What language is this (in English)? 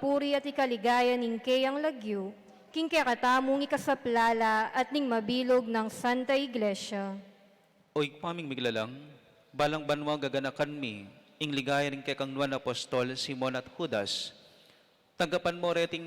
Pampanga